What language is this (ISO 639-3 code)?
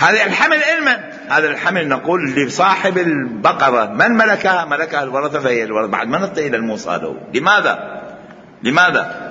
acm